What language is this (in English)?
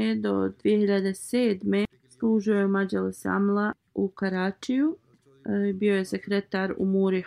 Bosnian